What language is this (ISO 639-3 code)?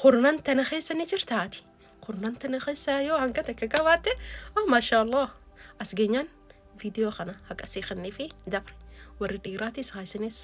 orm